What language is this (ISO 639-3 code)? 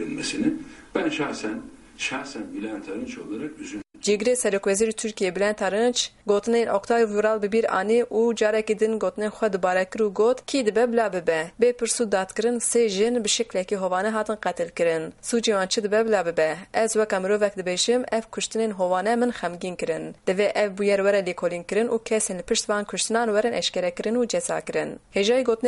kur